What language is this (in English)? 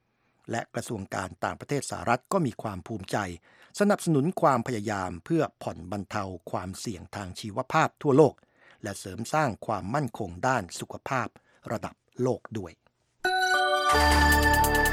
Thai